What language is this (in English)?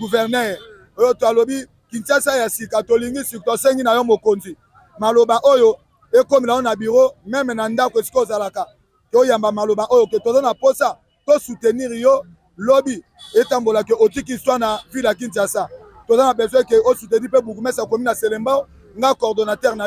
Lingala